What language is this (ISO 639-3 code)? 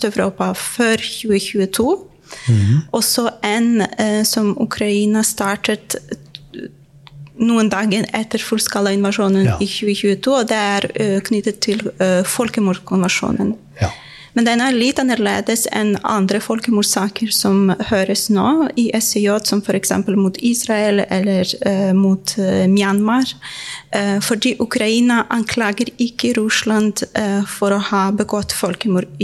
nor